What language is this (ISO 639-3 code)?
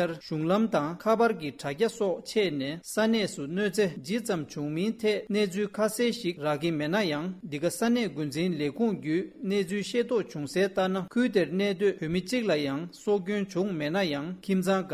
bod